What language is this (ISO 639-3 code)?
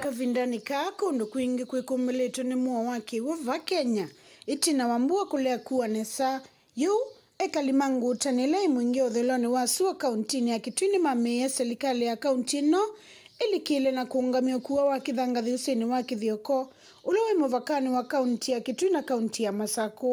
kam